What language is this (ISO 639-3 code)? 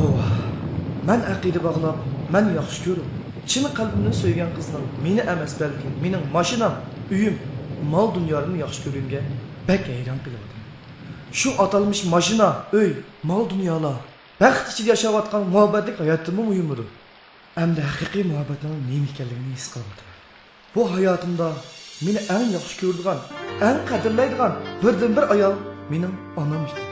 uig